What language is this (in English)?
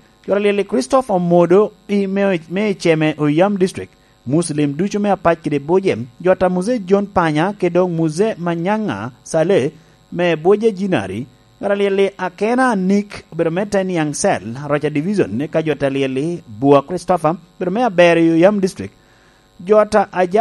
Lango (Uganda)